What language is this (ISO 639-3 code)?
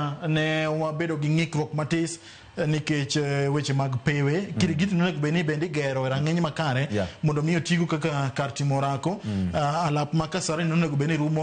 luo